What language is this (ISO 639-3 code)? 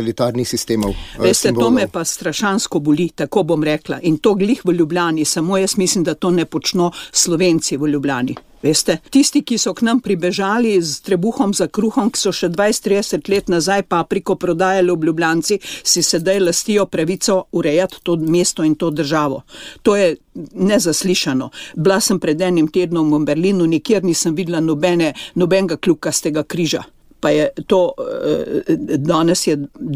slv